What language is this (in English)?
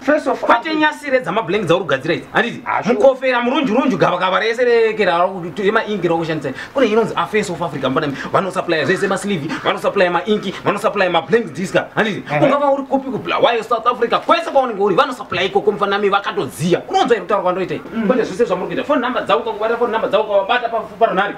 Shona